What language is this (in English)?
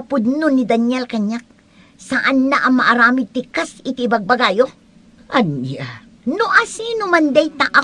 Iloko